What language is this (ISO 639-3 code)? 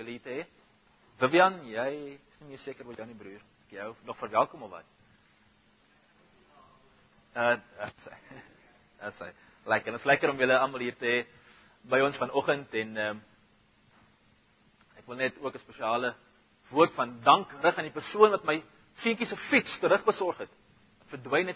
afr